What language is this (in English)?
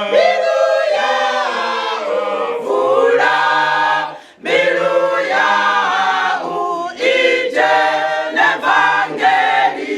Venda